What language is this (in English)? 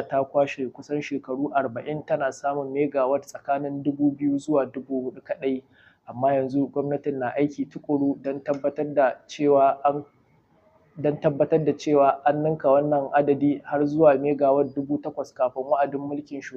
Hausa